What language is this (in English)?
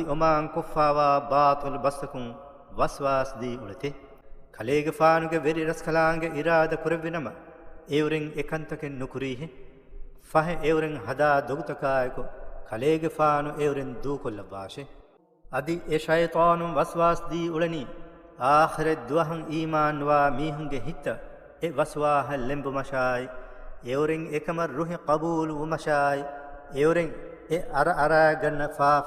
Divehi